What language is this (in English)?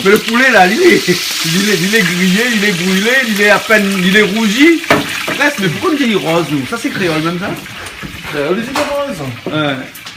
Réunion Creole French